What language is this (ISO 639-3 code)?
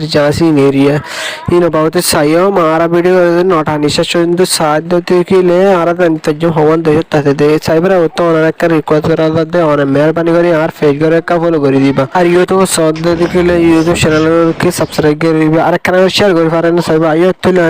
rhg